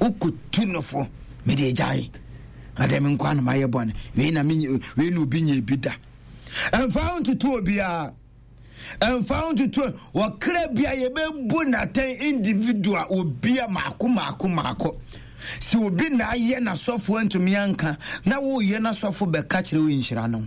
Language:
Akan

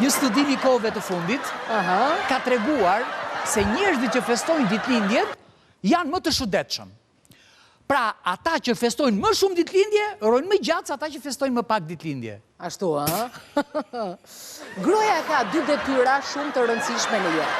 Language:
Albanian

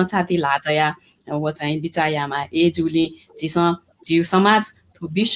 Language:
Newari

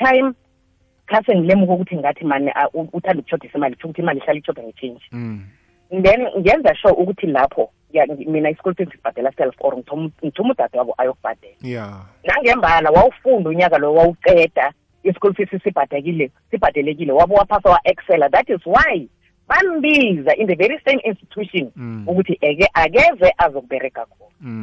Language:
South Ndebele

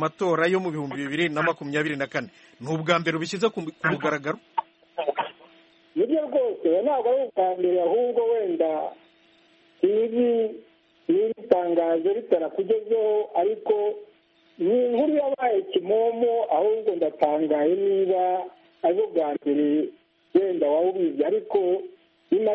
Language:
Kinyarwanda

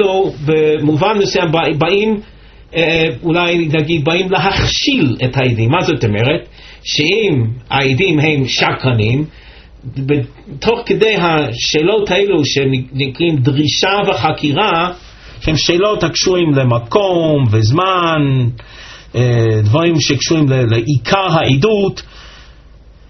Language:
Hebrew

